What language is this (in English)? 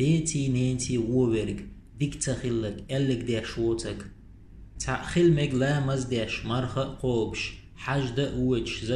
Chechen